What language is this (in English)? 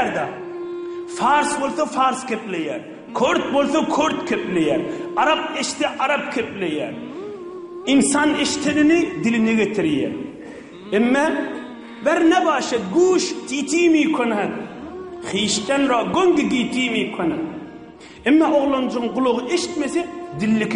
Turkmen